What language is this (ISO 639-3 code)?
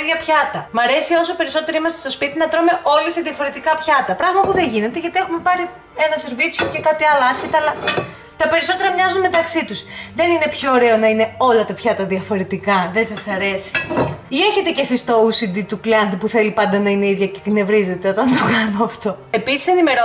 ell